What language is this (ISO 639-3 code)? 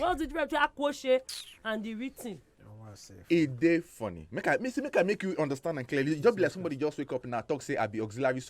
pcm